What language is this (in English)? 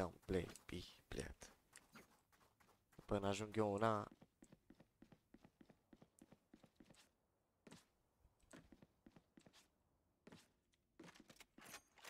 Romanian